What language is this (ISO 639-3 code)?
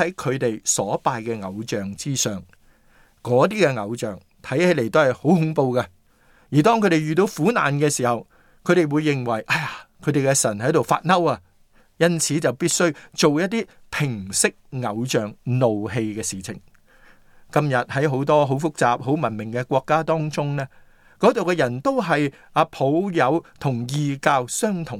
yue